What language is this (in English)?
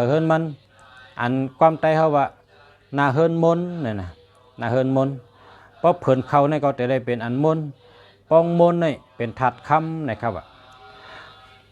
Shan